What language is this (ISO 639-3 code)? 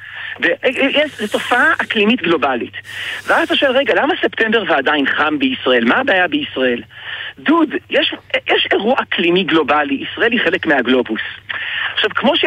heb